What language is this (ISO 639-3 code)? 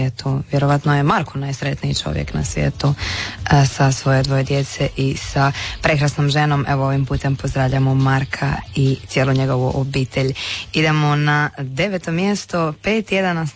hrv